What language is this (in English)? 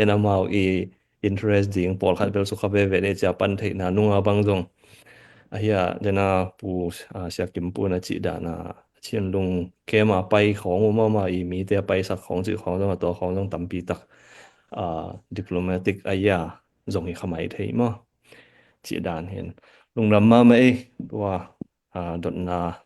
Tedim Chin